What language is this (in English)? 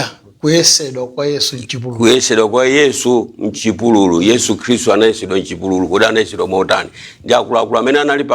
Nyanja